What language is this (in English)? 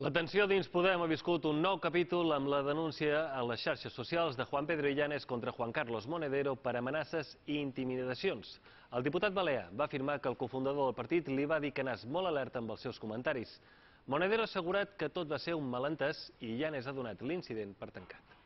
Catalan